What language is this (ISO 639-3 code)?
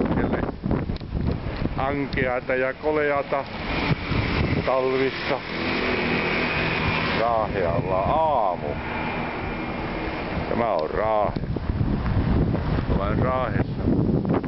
fin